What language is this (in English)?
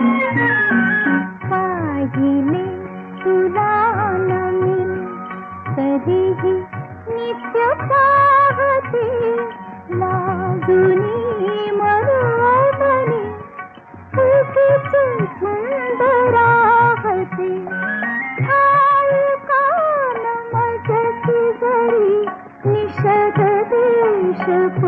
Marathi